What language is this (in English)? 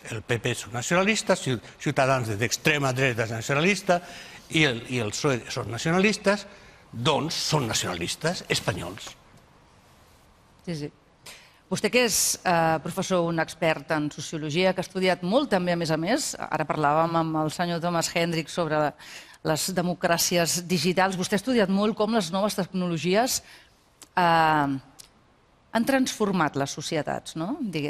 Catalan